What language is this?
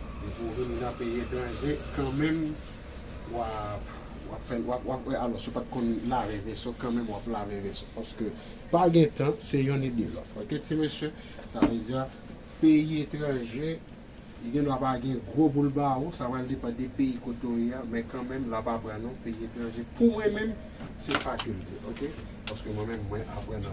Haitian Creole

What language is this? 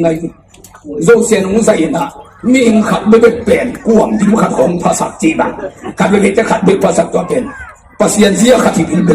Tedim Chin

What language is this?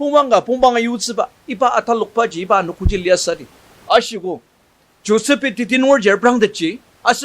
Ao Naga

